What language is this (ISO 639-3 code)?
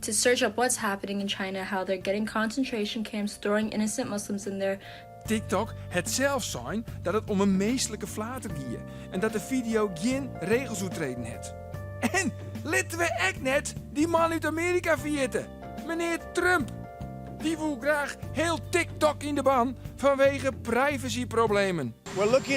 fry